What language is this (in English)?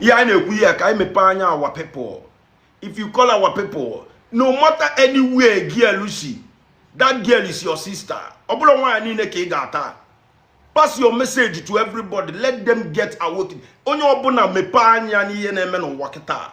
Igbo